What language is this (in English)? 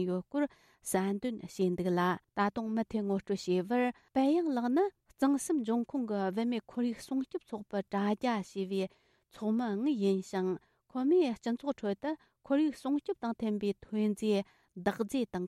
Tibetan